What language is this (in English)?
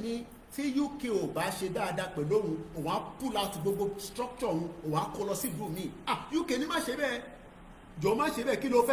Yoruba